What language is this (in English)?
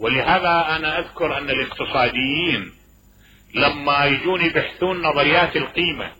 Mesopotamian Arabic